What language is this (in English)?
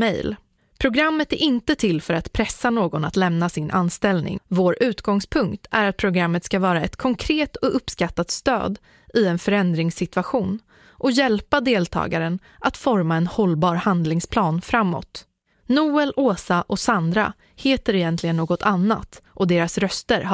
Swedish